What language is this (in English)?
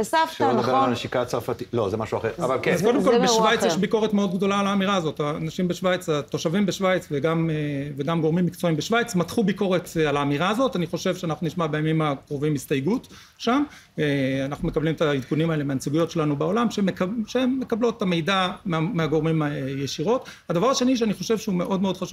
Hebrew